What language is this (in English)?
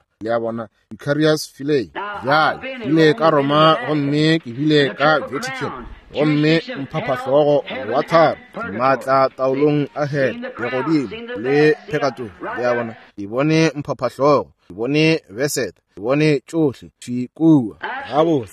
Northern Sotho